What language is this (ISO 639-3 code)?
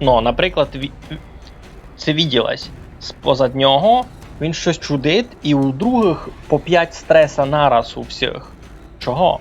rue